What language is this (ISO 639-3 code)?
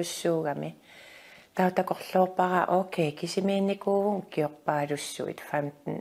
kal